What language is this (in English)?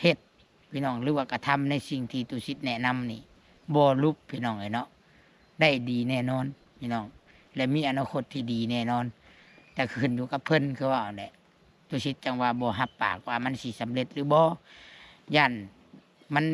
Lao